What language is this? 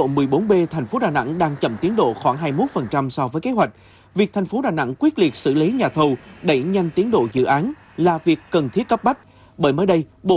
Vietnamese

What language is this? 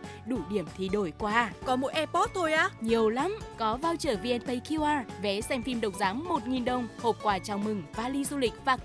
Vietnamese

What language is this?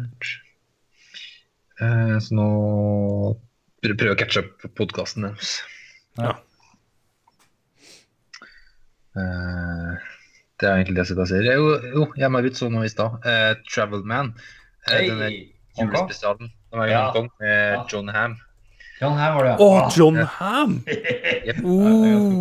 Norwegian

